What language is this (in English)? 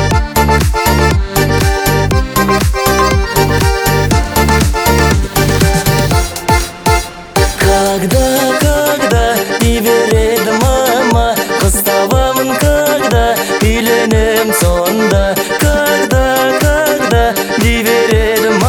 Kazakh